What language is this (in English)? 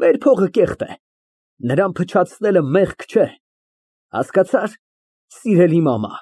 Armenian